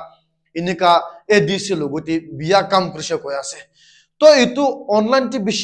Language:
Naga Pidgin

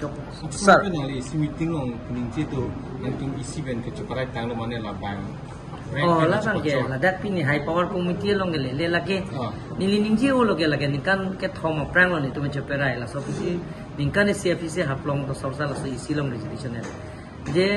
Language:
Karbi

